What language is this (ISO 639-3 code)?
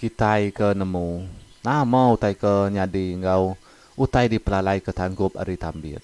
iba